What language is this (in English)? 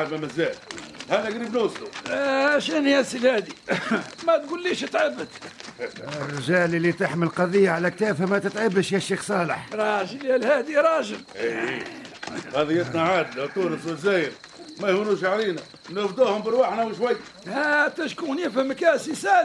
Tunisian Arabic